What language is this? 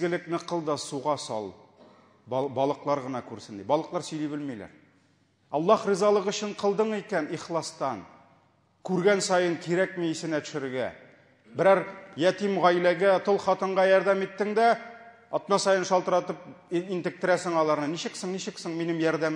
Tatar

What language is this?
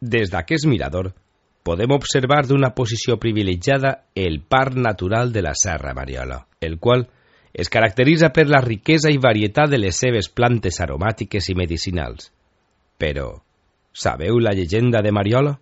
Catalan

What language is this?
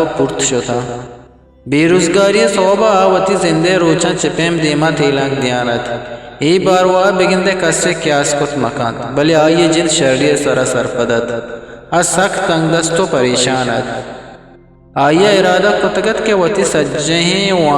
Eastern Balochi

